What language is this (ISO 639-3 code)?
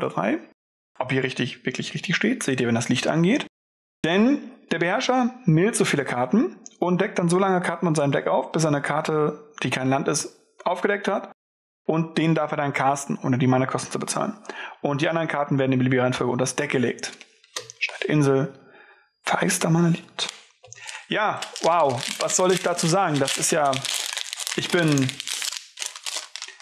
deu